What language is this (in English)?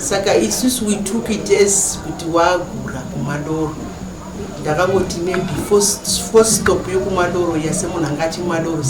Shona